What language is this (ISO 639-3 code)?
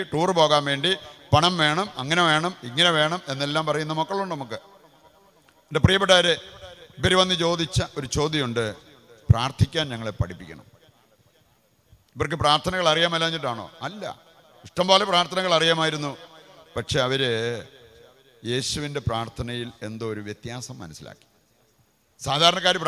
mal